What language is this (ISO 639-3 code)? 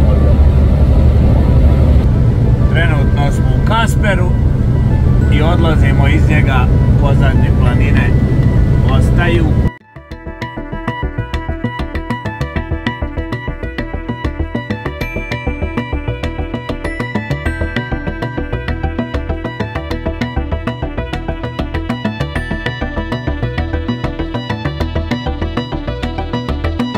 hrv